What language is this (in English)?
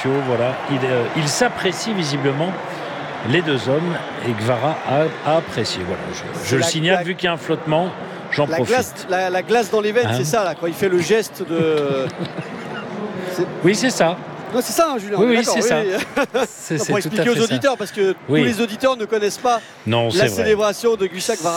French